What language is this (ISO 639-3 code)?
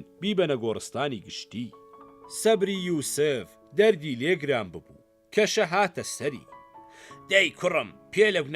ckb